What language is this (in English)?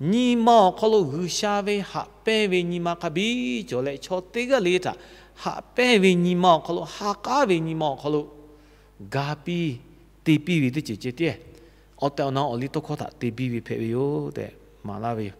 Lahu